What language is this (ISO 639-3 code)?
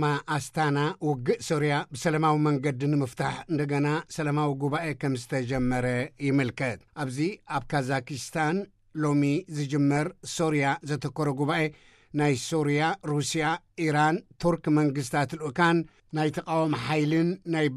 tir